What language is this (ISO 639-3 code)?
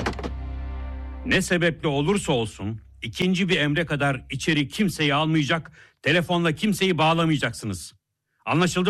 tur